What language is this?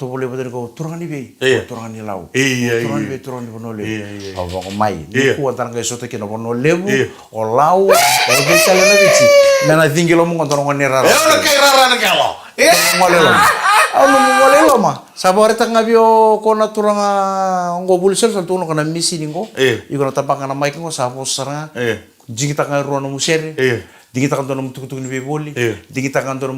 Fijian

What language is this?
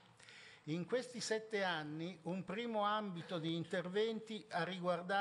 Italian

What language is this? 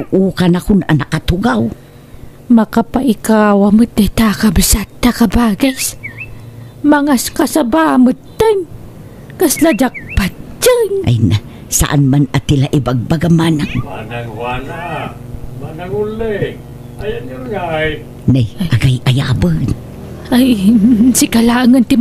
Iloko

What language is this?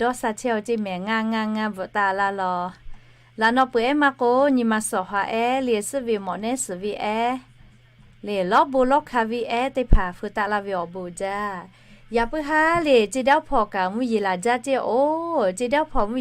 Lahu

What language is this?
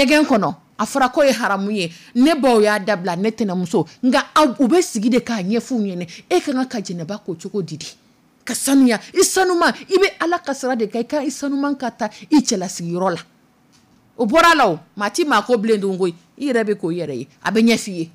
Dyula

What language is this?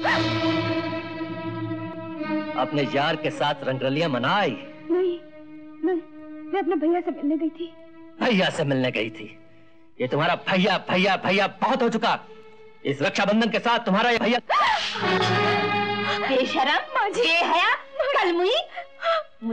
Hindi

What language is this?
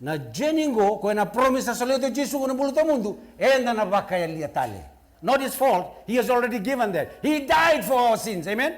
Fijian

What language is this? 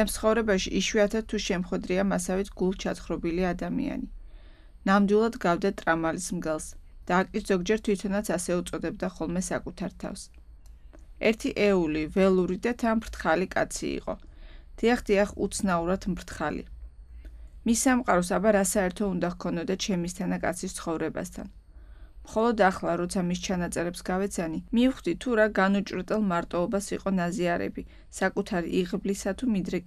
Georgian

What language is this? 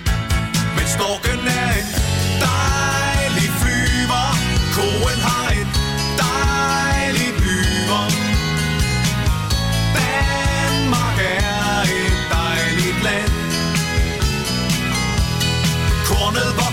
Danish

